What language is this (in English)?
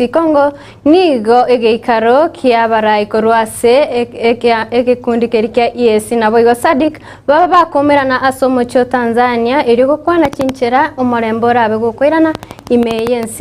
Gusii